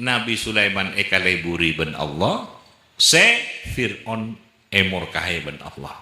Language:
Madurese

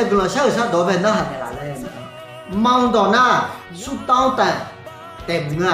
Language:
Akha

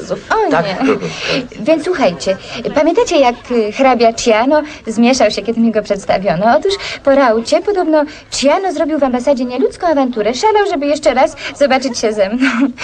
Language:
Polish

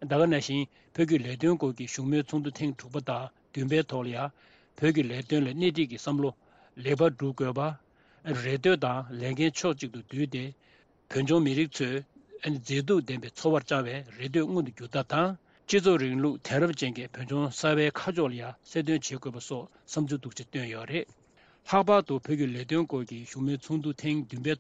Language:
Tibetan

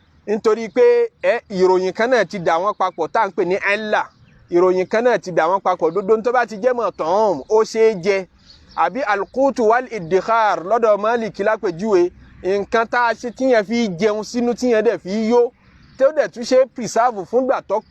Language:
Yoruba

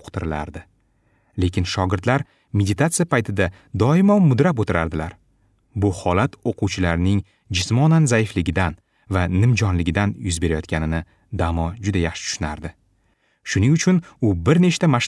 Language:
Uzbek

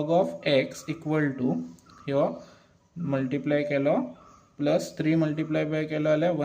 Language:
Konkani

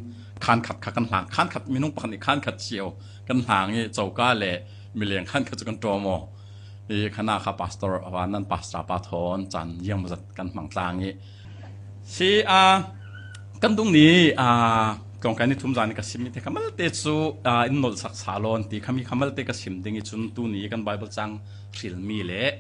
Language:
Falam Chin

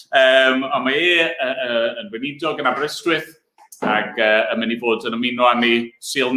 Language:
Welsh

